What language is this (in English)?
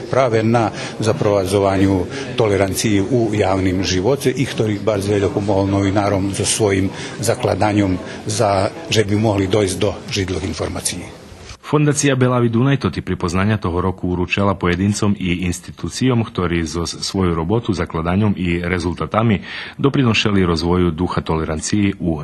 Rusyn